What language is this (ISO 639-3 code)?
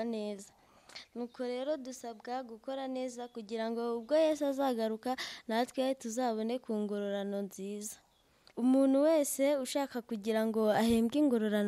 kin